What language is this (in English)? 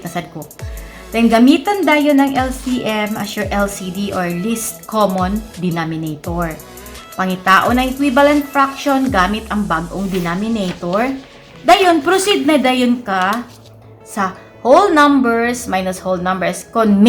Cebuano